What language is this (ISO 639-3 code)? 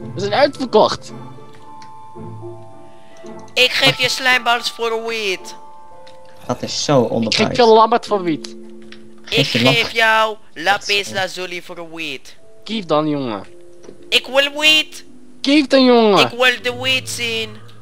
nld